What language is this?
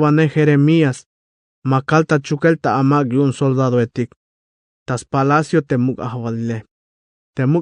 Tzeltal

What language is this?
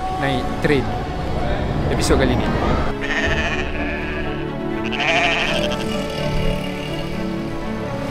Malay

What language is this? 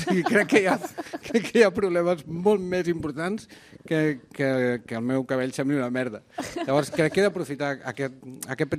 Catalan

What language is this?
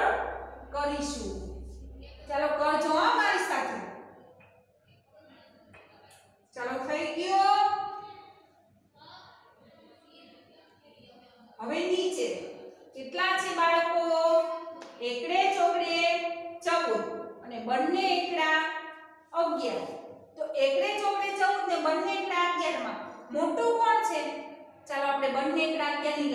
Gujarati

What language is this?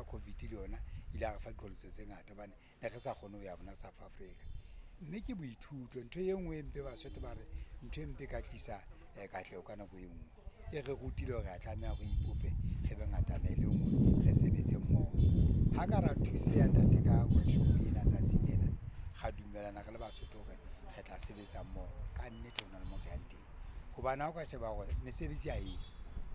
Southern Sotho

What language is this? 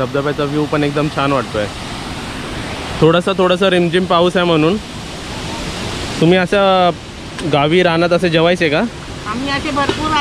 Marathi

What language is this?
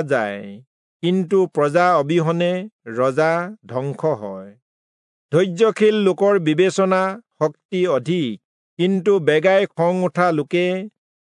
Assamese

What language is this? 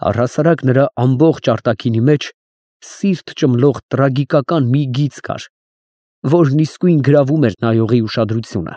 Armenian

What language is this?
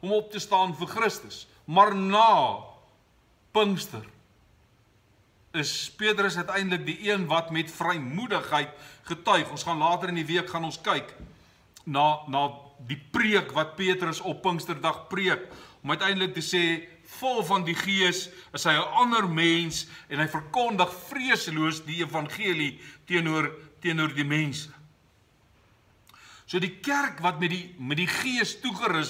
Afrikaans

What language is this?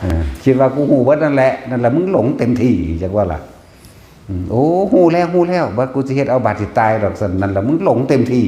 Northeastern Thai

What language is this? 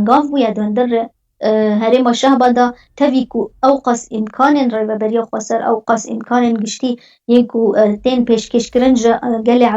Kurdish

